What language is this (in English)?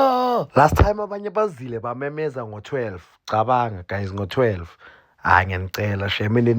Zulu